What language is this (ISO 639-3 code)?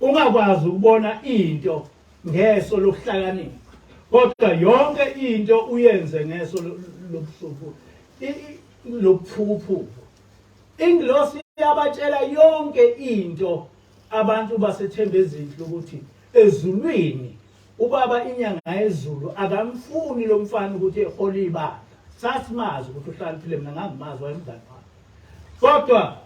zul